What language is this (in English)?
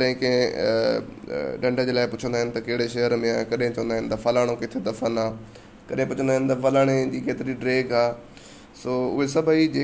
Sindhi